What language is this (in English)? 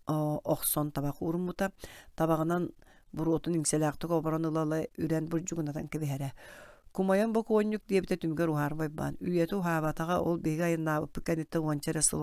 Yakut